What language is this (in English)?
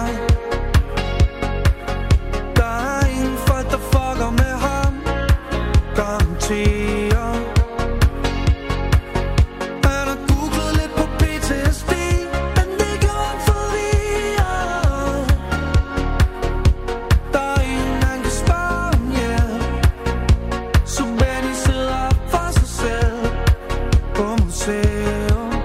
Danish